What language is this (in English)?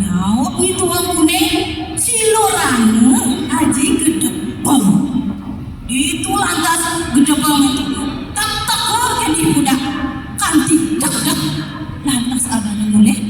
Balinese